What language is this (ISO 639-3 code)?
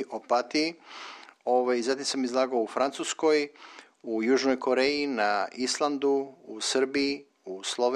srp